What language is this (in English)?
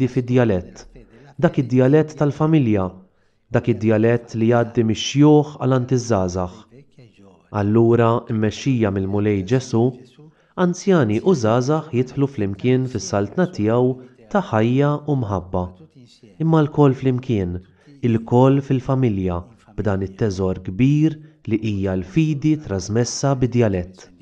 Maltese